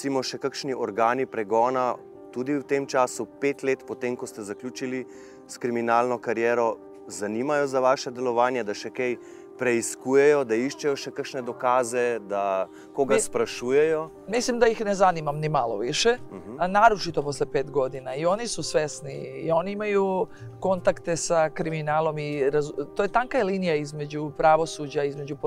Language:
Serbian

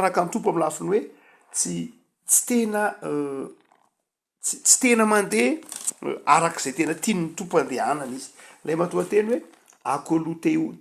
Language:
Malagasy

